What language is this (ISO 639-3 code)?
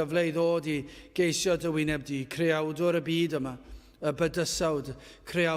cym